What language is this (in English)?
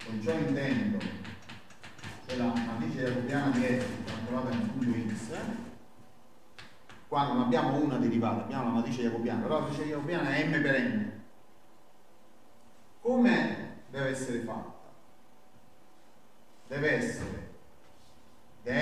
Italian